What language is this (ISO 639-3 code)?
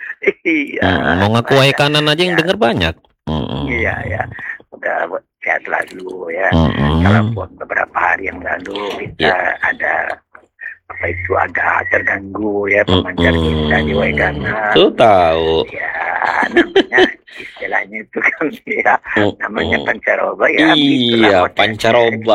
ind